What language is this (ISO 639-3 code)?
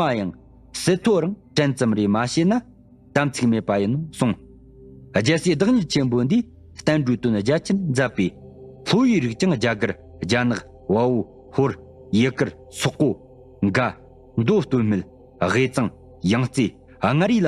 bod